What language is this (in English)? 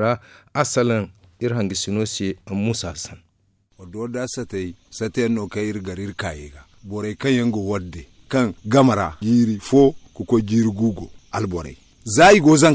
Zarma